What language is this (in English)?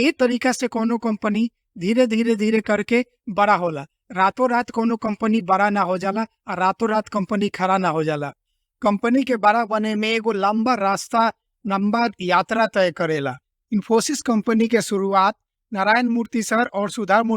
Bhojpuri